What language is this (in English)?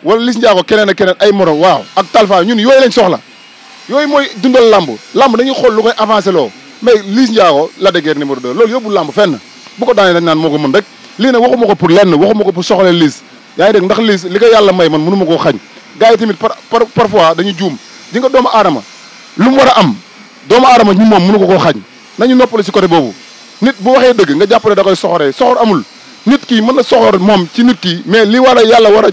Wolof